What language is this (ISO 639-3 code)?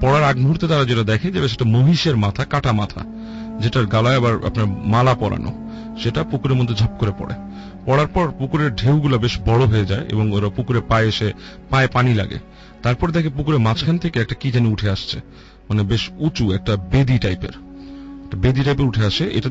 ben